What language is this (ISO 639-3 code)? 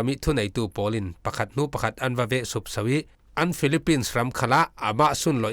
cfm